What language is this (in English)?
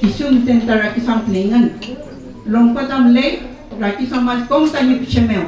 Mapuche